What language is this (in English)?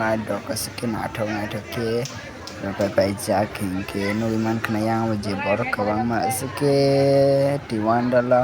Kok Borok